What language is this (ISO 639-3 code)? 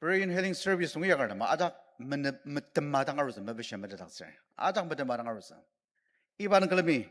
njo